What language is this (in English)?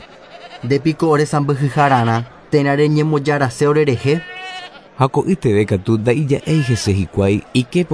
Guarani